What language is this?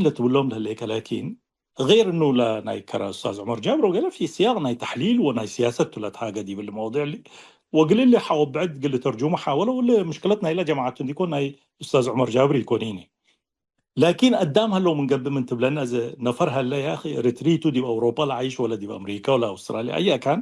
Tigre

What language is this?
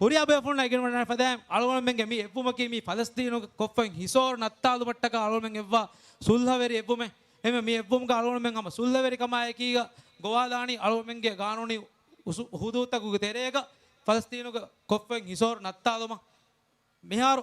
Divehi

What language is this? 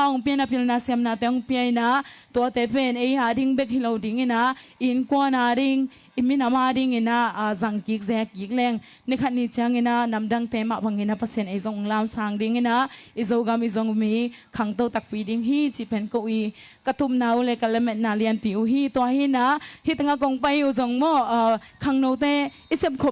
Tedim Chin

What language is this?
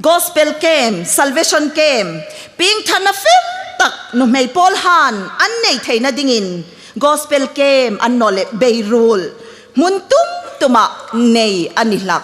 Hmar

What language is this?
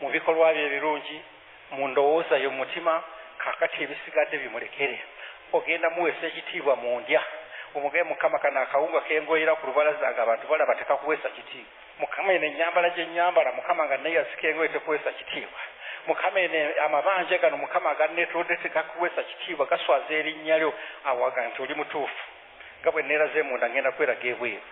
Ganda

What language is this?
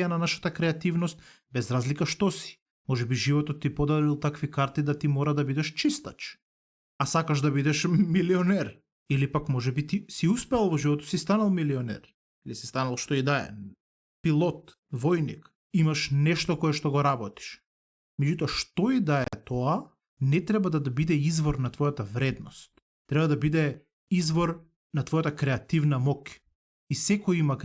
Macedonian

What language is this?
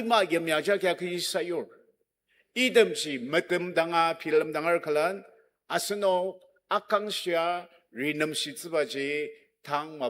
Ao Naga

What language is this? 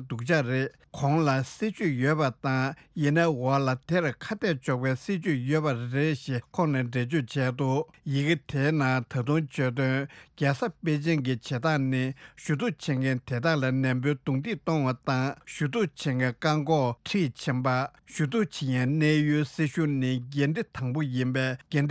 Tibetan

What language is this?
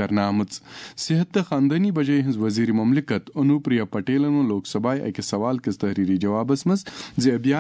Kashmiri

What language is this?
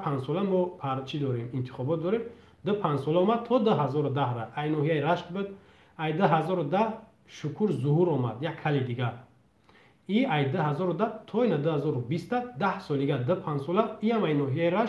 Tajik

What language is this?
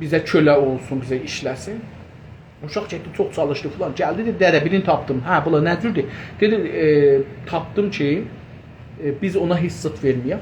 South Azerbaijani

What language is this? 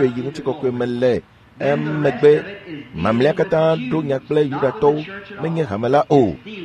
Ewe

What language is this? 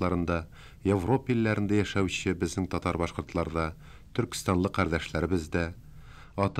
Tatar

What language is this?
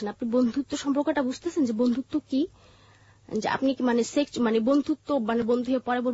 Bangla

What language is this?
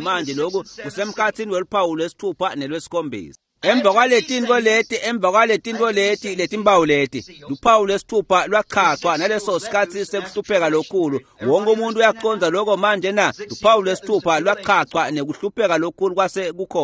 Swati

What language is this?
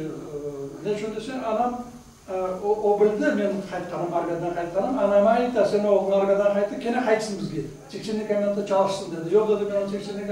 Crimean Tatar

